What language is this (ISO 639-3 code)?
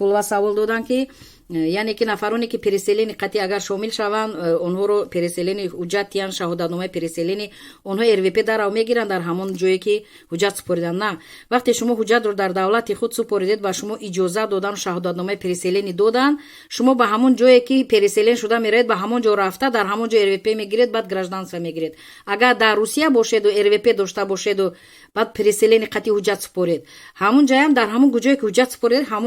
tgk